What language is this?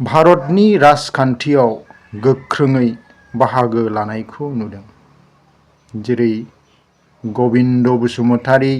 Bodo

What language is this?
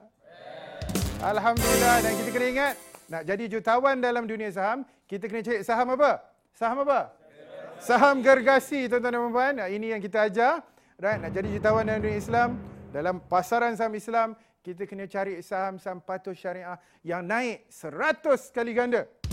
Malay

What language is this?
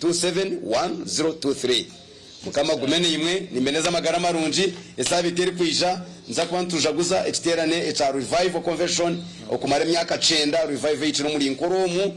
Nyankole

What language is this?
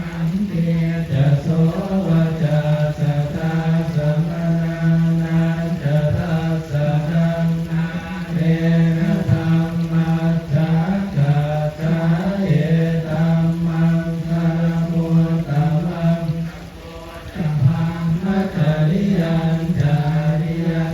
Pali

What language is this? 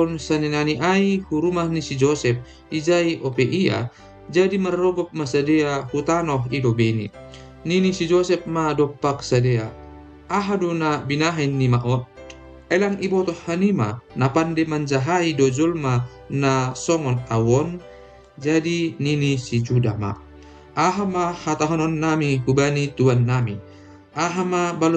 Batak Simalungun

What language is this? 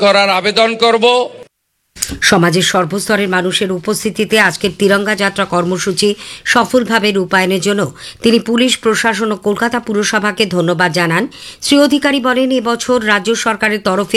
Bangla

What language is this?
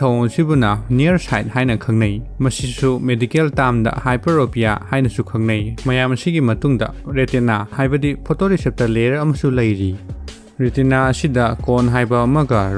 Manipuri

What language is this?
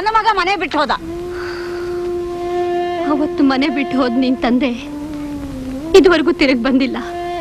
Kannada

